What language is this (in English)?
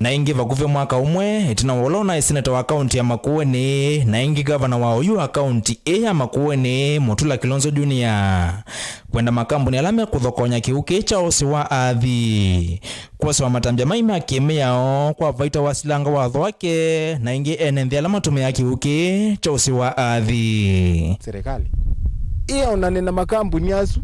Kamba